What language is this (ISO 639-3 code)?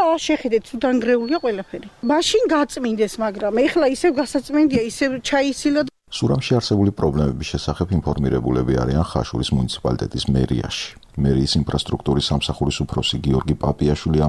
kat